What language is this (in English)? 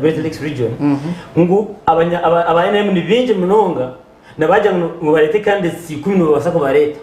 Nyankole